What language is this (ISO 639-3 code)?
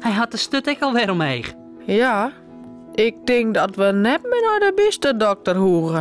fry